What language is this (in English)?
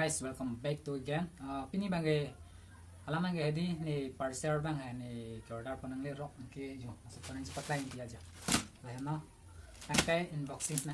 Karbi